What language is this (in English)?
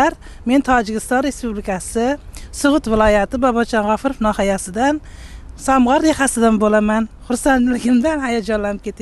Uzbek